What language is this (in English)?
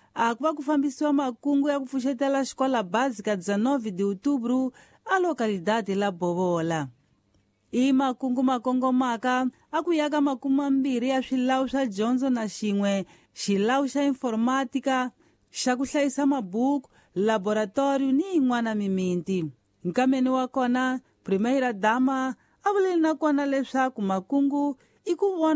Tsonga